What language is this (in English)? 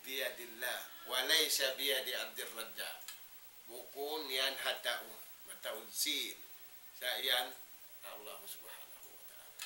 Tausug